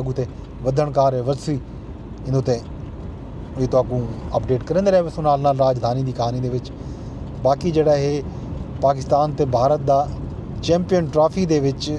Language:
Saraiki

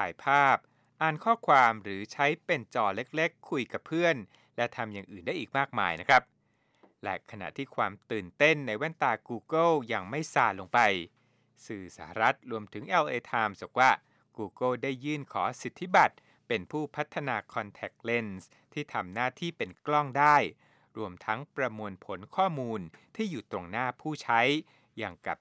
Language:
Thai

